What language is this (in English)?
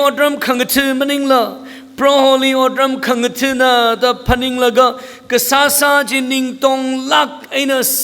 Tangkhul Naga (India)